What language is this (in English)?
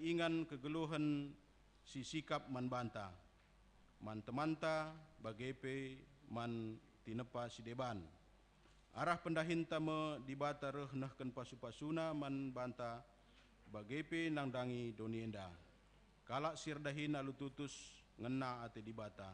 Batak Karo